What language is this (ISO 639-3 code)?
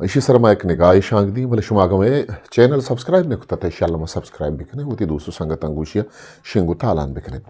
bgp